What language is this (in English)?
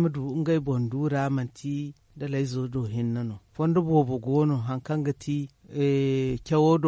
Zarma